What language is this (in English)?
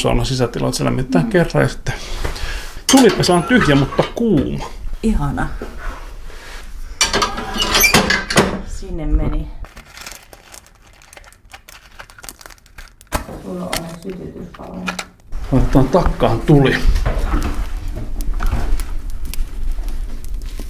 Finnish